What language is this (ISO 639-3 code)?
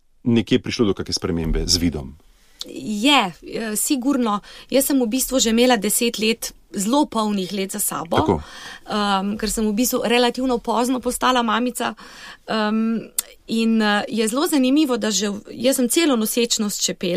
slv